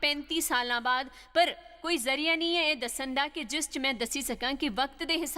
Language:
Dogri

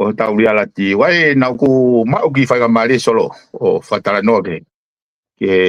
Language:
Tongan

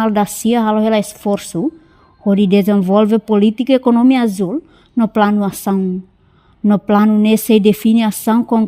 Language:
Tetum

